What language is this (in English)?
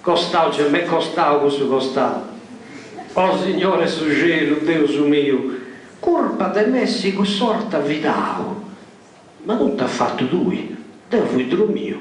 Sardinian